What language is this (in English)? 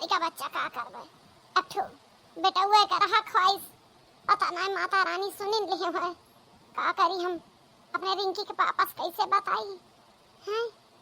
Awadhi